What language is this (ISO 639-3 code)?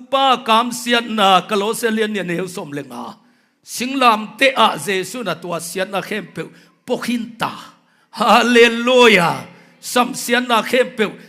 ctd